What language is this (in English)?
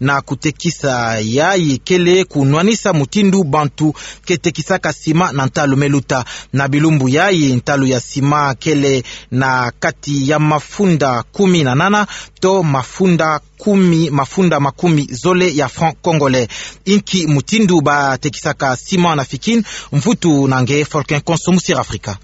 Kituba (Democratic Republic of Congo)